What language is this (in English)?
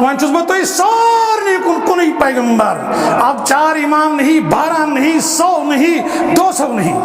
Kashmiri